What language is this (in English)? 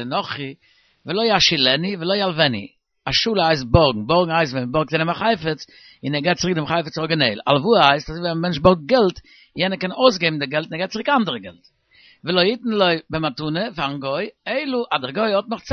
Yiddish